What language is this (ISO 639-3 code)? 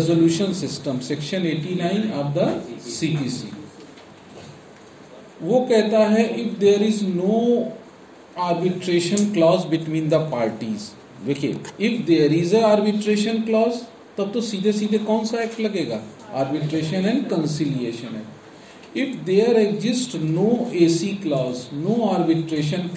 hin